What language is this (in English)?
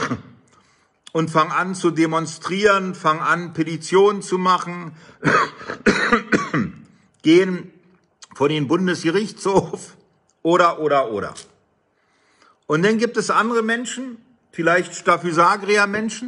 German